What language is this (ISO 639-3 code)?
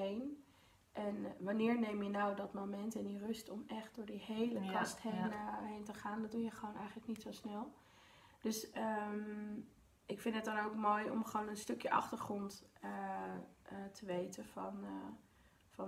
nld